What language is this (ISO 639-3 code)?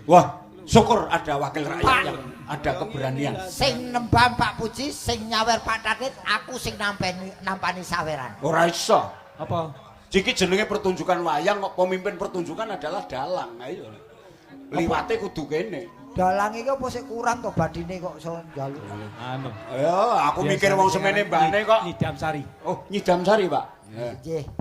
jav